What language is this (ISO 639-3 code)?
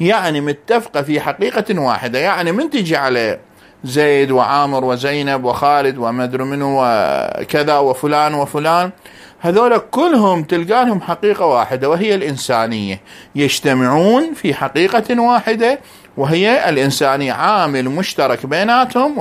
ary